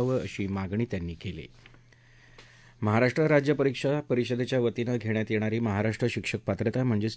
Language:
Marathi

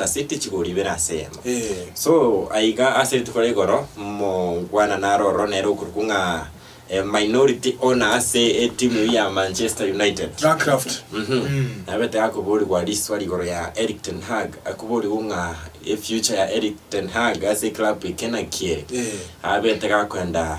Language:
Gusii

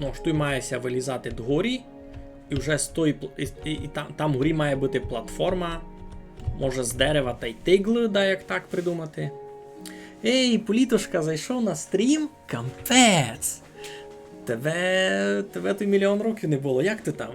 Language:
Rusyn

